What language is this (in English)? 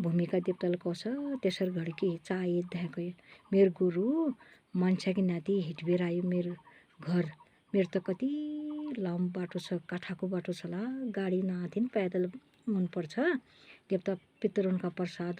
Nepali